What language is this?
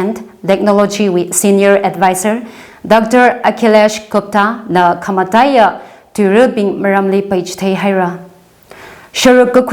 Tangkhul Naga (India)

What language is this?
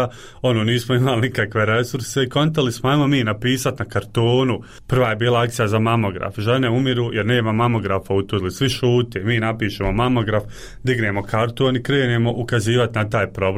Bosnian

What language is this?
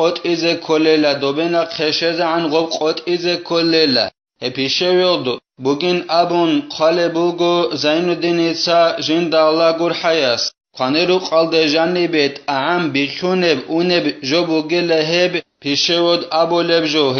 Avaric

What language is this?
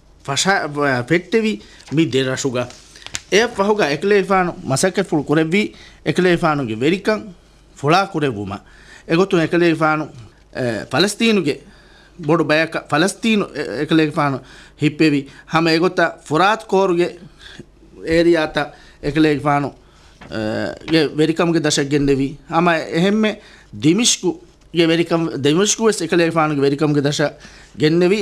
Divehi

